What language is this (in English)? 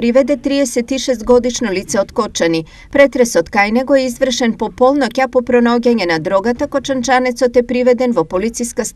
Macedonian